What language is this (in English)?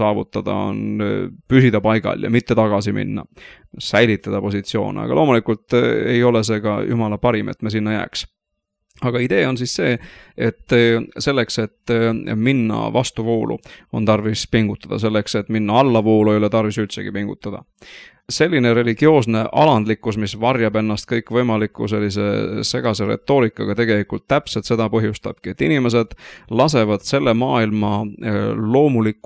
Estonian